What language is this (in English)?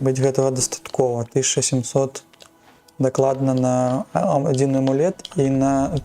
Belarusian